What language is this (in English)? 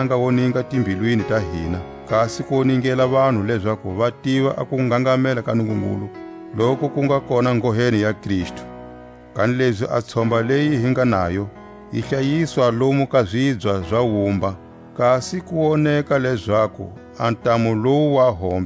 Tswa